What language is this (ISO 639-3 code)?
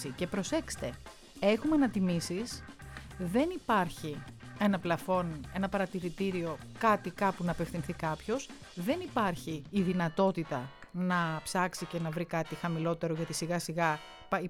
ell